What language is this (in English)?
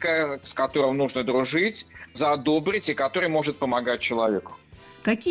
Russian